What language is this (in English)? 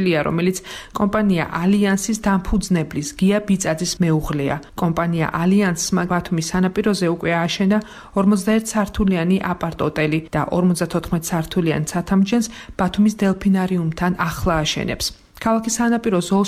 Georgian